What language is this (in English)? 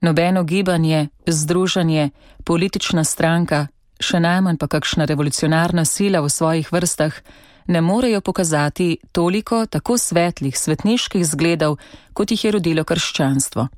Slovenian